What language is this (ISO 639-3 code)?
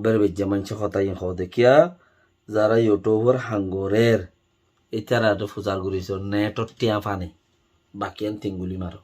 rhg